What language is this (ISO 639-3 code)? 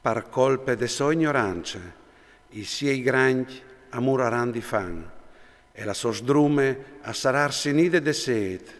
fur